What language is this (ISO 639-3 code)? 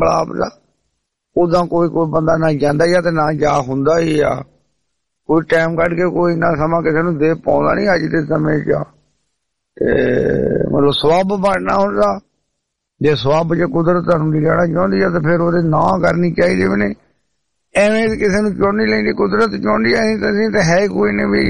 pan